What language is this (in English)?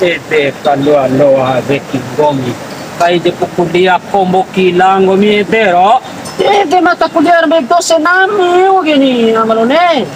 Bima